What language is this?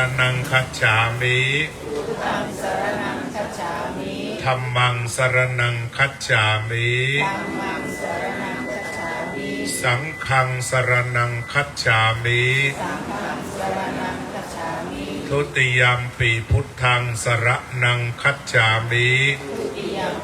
Pali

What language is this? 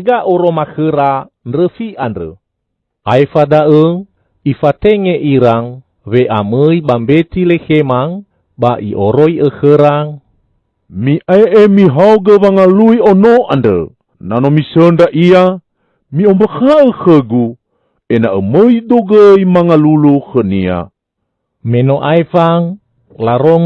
Nias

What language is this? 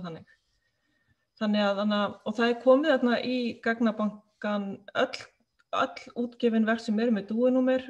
Icelandic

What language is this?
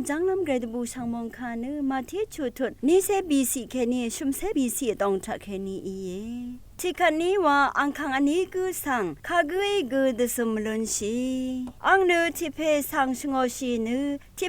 Rawang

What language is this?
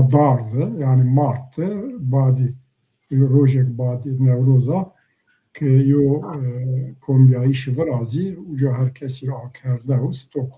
Zaza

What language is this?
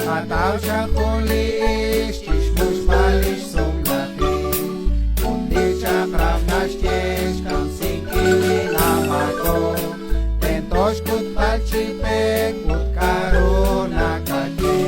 Kekchí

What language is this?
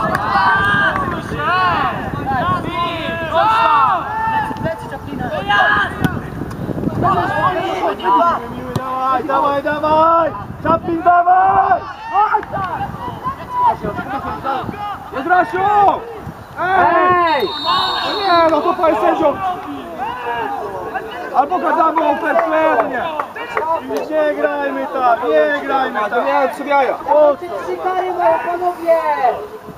Polish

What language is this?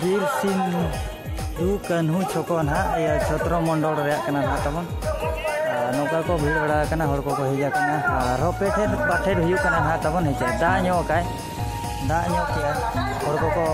Santali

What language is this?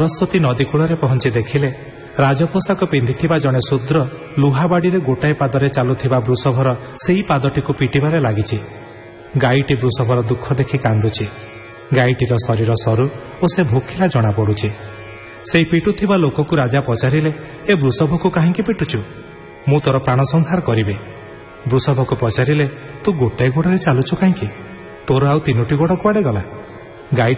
Odia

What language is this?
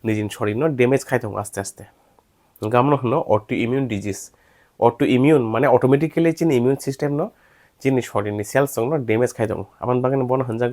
Kok Borok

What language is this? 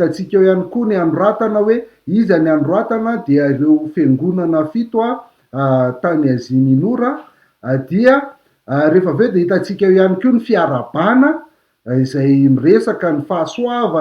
Malagasy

